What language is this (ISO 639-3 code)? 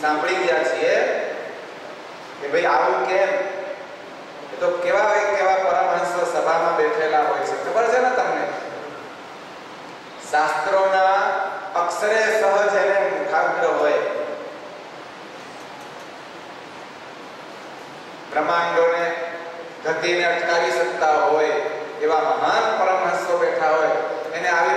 guj